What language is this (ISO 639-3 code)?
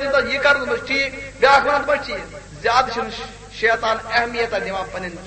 kas